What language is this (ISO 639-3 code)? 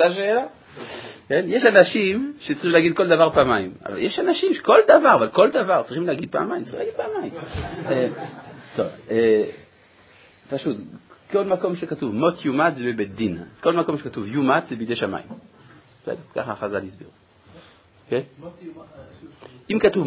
heb